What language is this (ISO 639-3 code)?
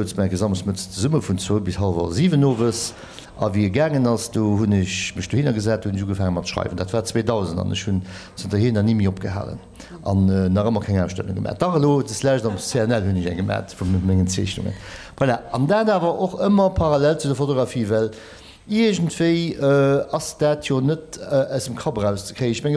ltz